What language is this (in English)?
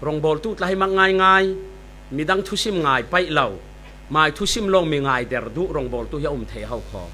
Falam Chin